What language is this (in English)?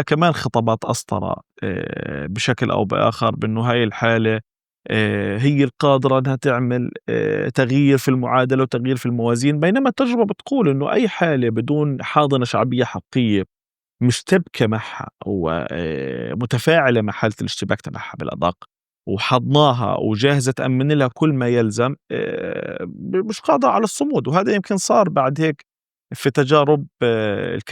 North Levantine Arabic